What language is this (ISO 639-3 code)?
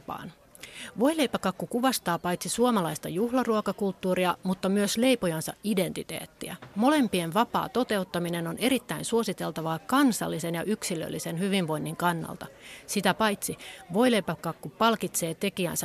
fin